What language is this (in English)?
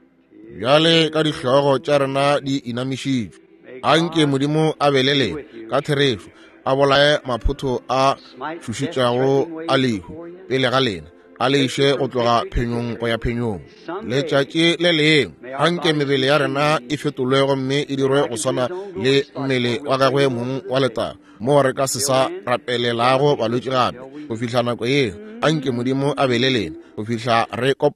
Northern Sotho